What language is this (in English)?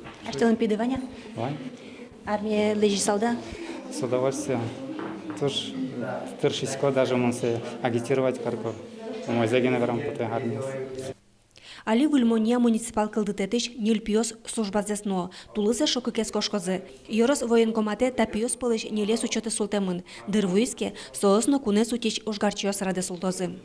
Udmurt